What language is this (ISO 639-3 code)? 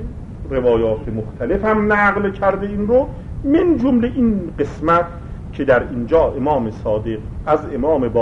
fas